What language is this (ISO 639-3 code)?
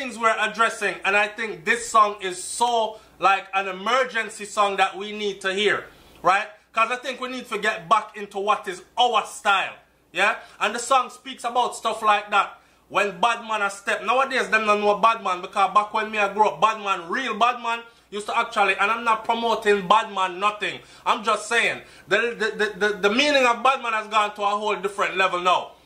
jam